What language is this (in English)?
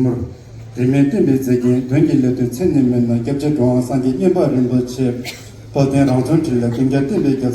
Tibetan